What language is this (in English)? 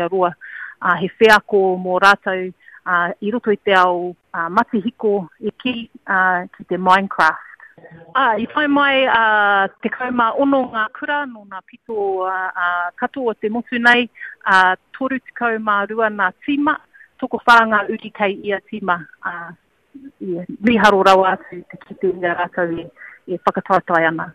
Māori